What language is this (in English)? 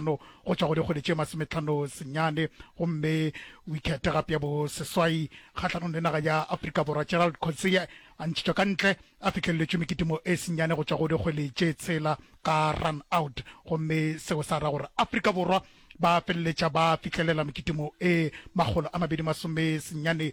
Northern Sotho